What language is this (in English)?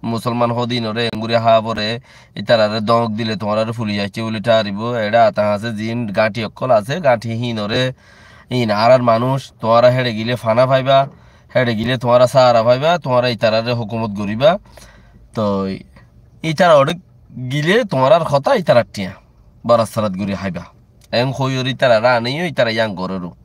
Rohingya